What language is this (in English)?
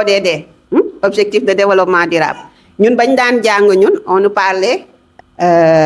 Wolof